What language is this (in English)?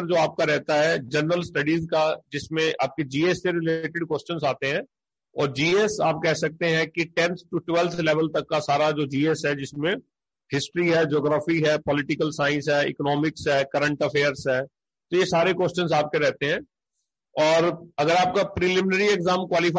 Hindi